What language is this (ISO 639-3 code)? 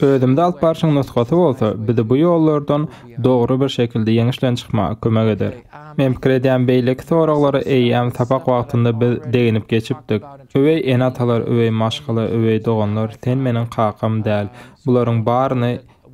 tuk